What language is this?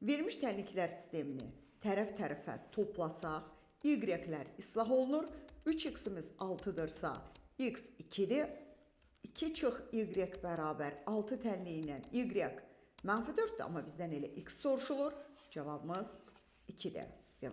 Azerbaijani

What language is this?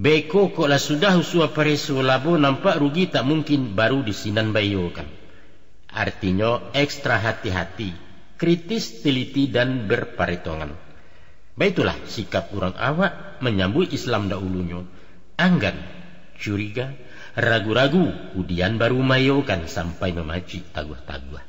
Minangkabau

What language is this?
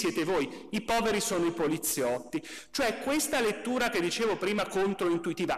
Italian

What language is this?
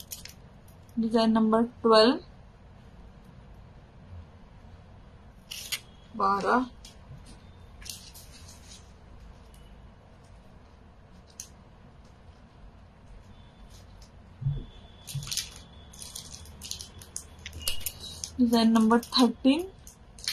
Marathi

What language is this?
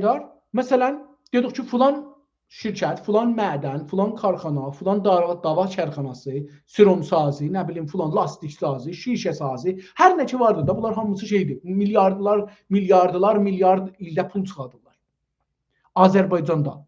South Azerbaijani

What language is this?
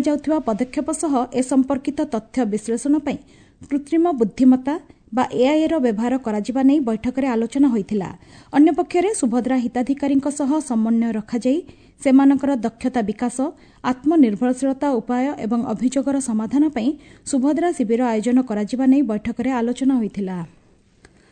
Odia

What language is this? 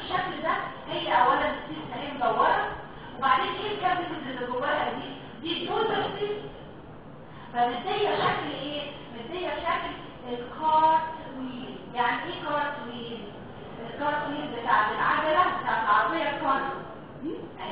Egyptian Arabic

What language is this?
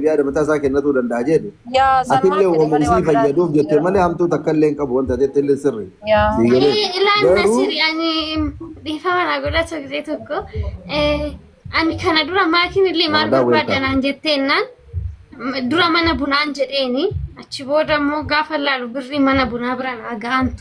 Oromo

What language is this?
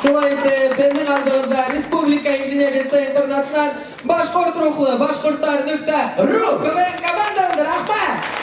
Bashkir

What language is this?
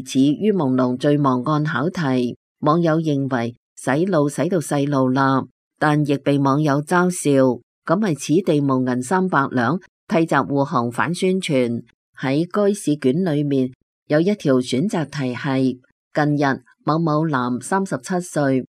Cantonese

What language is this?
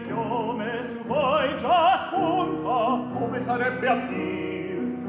Italian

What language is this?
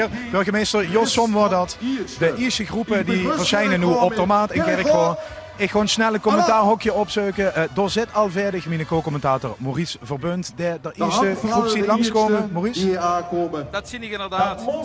Limburgish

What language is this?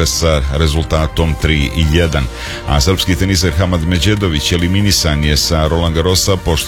Serbian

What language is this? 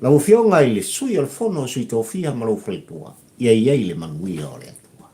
Samoan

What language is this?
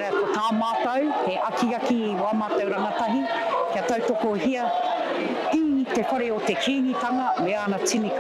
Māori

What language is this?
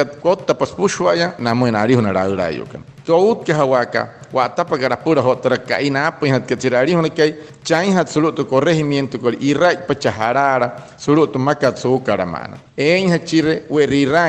Wayuu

